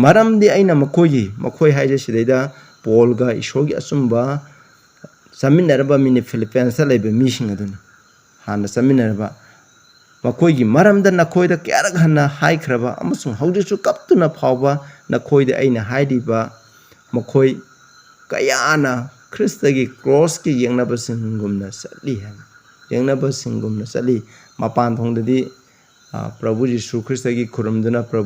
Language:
Manipuri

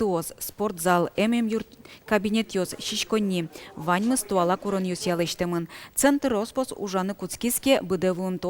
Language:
Udmurt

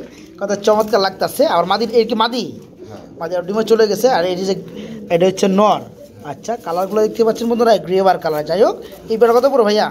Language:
Bangla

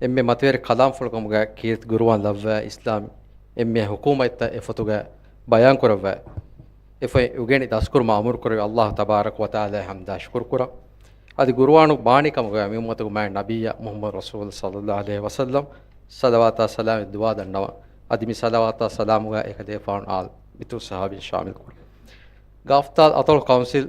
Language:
Divehi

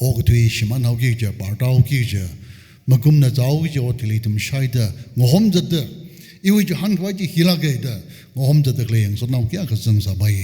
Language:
Tangkhul Naga (India)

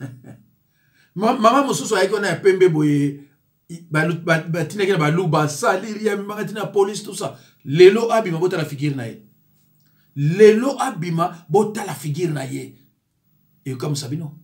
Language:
Lingala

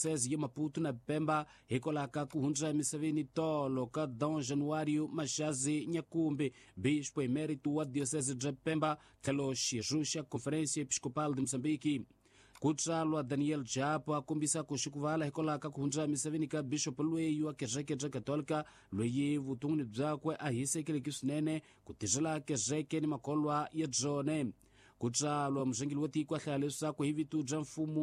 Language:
Tsonga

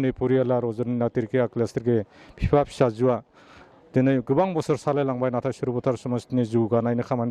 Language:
Bodo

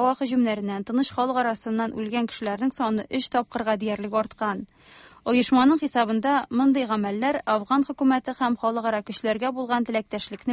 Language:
Tatar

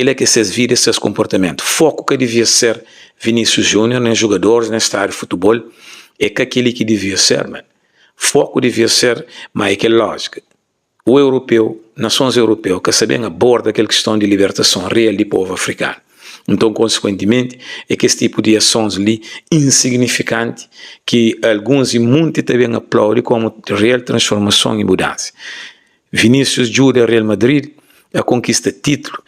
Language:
Kabuverdianu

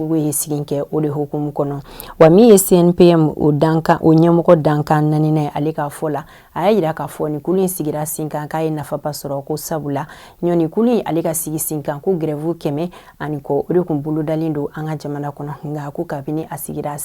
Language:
Bambara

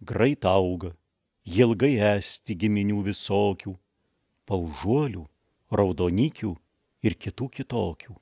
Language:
Lithuanian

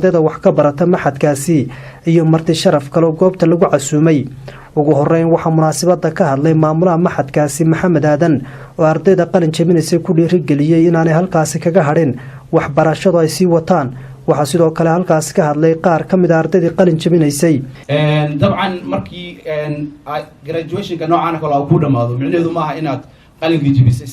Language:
Somali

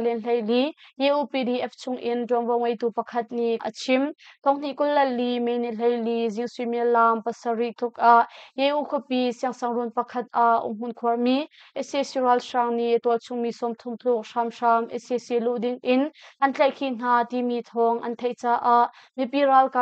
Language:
Hakha Chin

